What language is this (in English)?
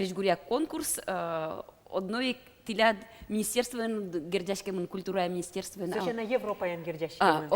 Udmurt